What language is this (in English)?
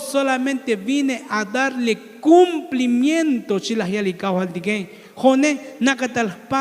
Tzotzil